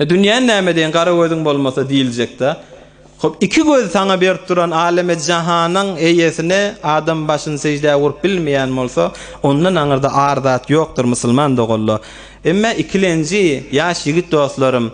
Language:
Turkmen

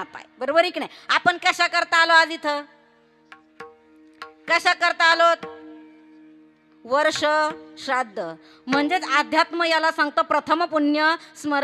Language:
Marathi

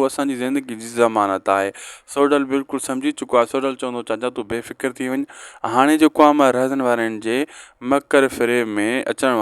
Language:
Sindhi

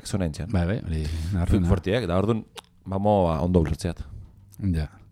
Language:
Basque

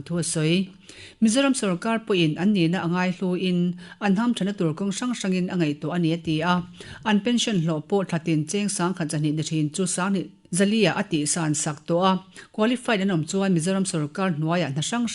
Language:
Mizo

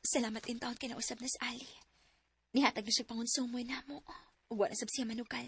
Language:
Cebuano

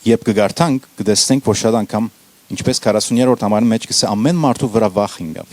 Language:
Western Armenian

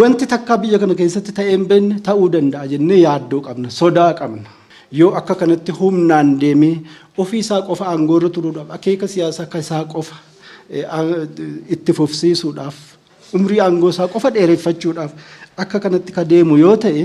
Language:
Oromo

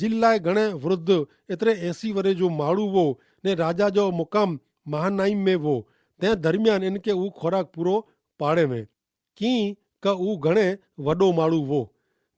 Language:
Kachhi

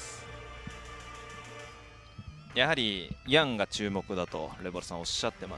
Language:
Japanese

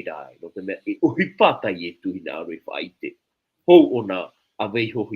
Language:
Tahitian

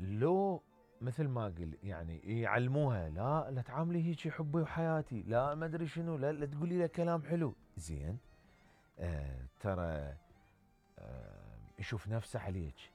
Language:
Mesopotamian Arabic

